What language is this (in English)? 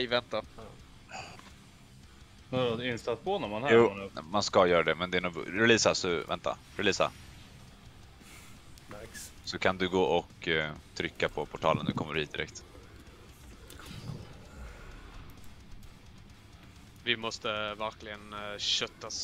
Swedish